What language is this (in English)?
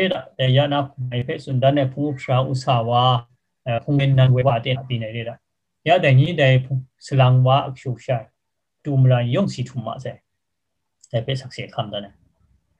Kachin